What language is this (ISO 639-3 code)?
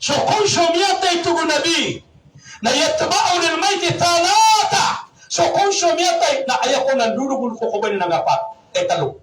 mrw